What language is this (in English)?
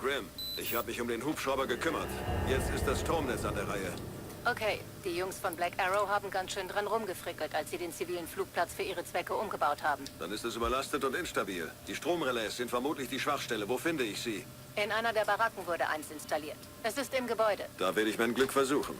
Bavarian